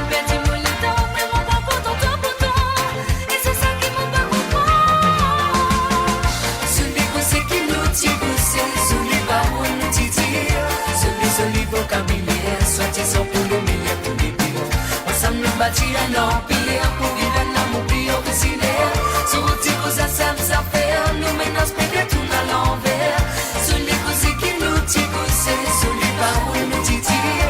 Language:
Morisyen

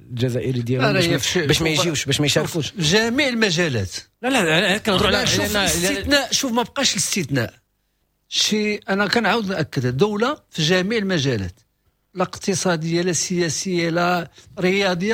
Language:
Moroccan Arabic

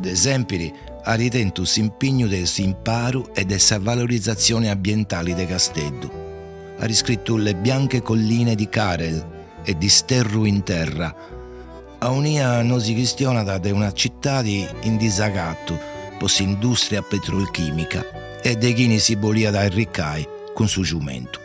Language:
Sardinian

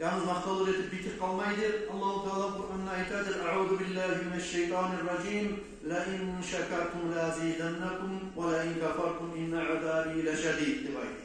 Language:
Kumyk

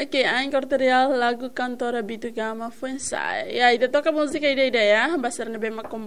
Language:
Tetum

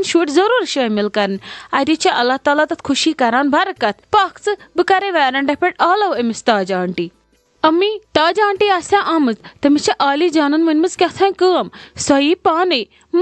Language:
Kashmiri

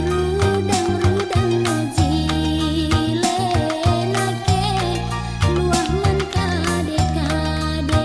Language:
Batak Karo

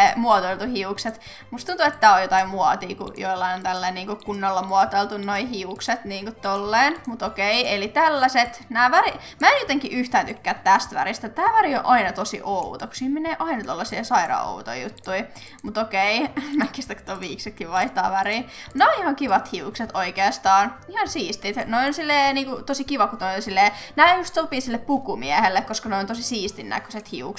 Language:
Finnish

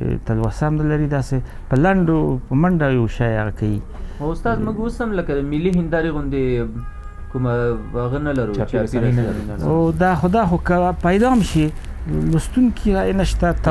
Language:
Pashto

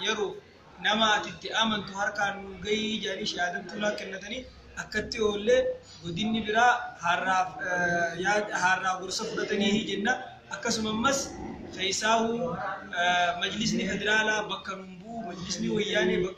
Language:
Oromo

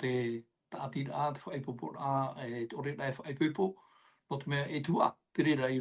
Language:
Tahitian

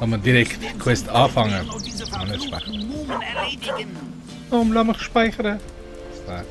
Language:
Swiss German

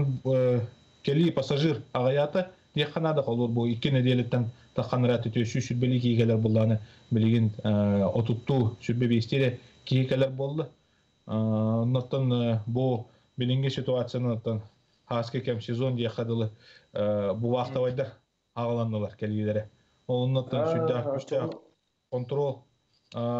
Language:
Yakut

